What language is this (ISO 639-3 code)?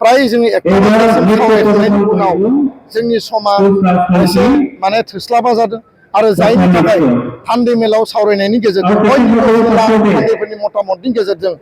brx